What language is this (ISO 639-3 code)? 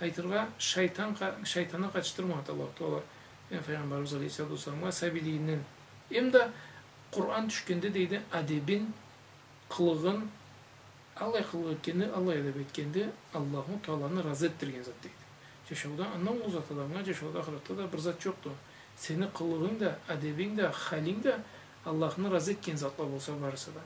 krc